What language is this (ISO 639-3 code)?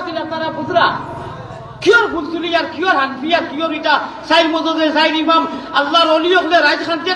syl